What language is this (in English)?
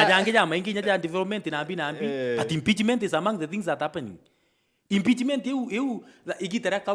Meru